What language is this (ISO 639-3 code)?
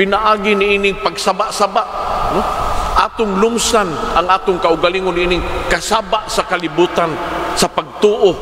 ceb